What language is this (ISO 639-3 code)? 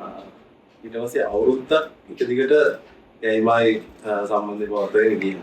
sin